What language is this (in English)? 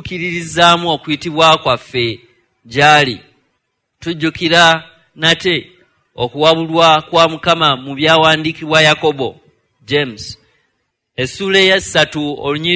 Ganda